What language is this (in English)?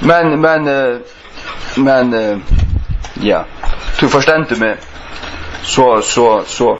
Faroese